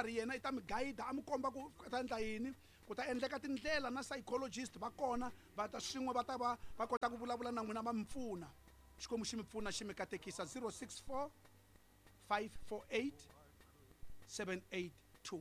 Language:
Tsonga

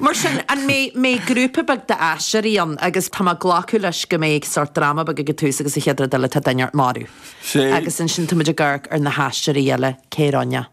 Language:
Irish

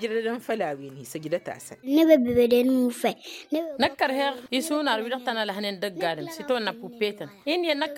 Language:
Tamasheq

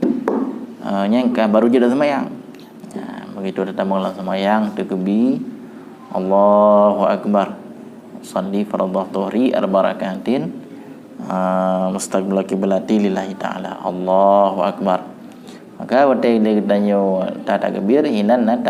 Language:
Achinese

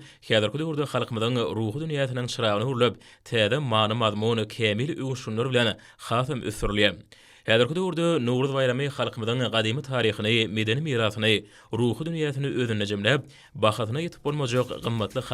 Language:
Turkmen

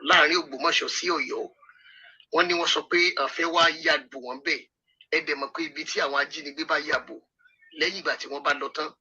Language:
Yoruba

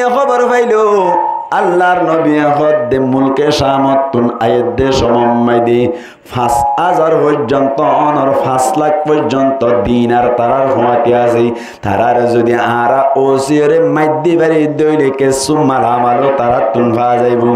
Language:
Rohingya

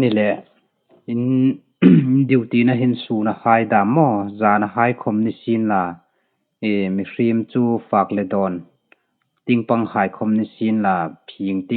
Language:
Hmar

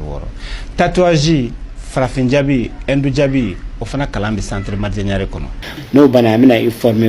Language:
Bambara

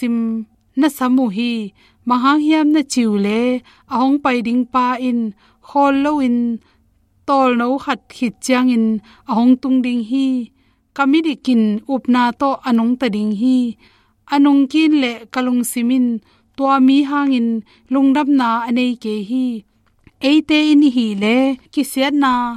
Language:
Tedim Chin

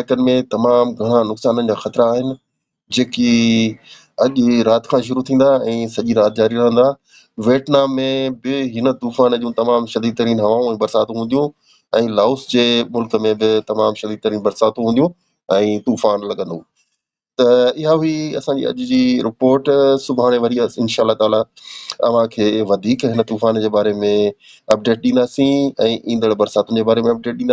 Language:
Sindhi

